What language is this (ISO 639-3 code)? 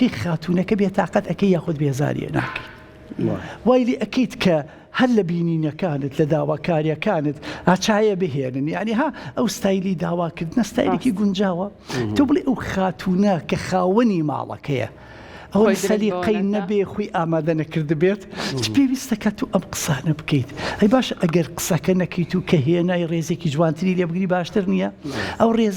ckb